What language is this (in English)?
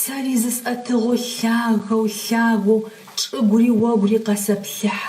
Adyghe